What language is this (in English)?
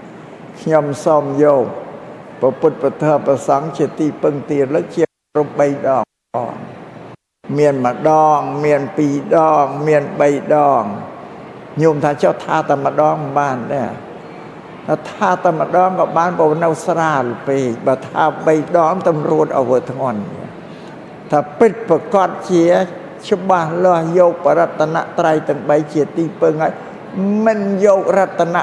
Khmer